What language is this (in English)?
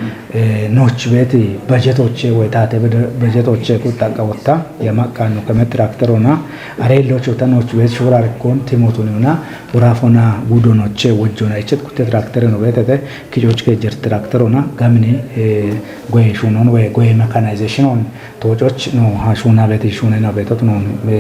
Kafa